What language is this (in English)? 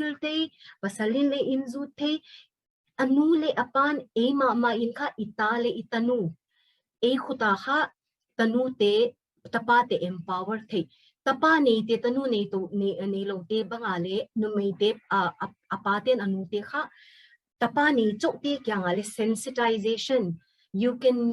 Paite Chin